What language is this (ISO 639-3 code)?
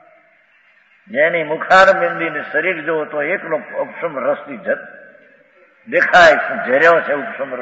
guj